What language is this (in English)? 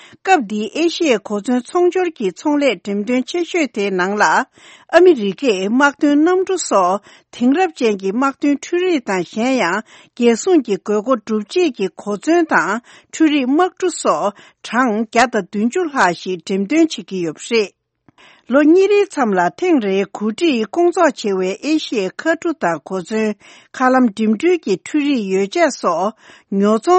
Tibetan